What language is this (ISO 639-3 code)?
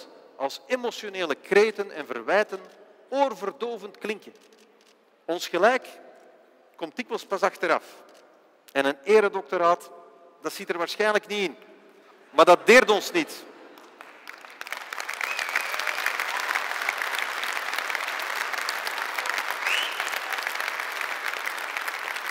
nld